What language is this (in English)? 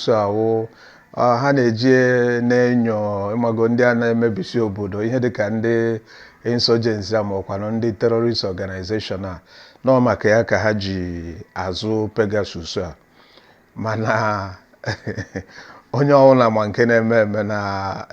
Igbo